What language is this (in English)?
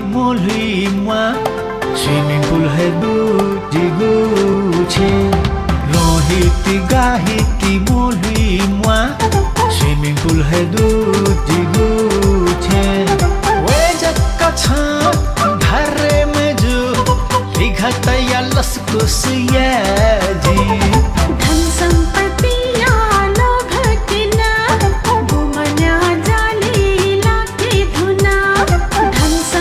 Newari